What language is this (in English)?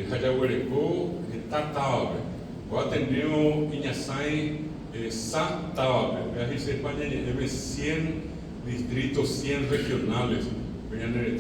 Guarani